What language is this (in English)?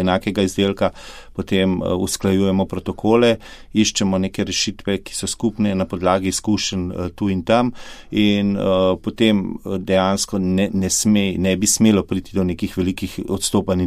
Slovenian